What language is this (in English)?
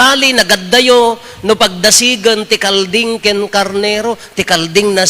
Iloko